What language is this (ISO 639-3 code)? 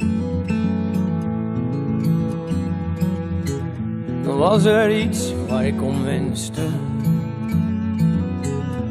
nld